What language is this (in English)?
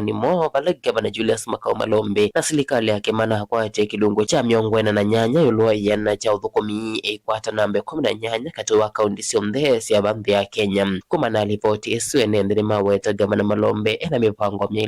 Kamba